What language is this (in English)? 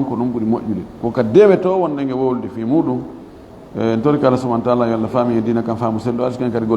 Fula